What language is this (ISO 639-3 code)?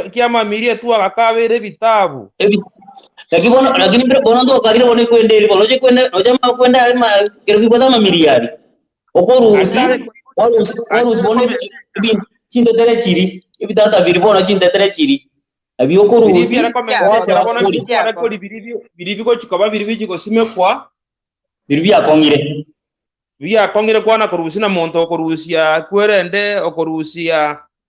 guz